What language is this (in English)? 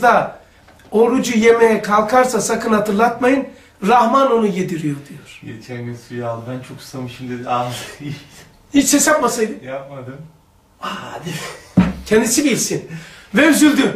Turkish